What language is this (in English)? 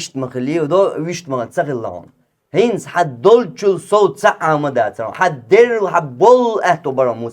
Chechen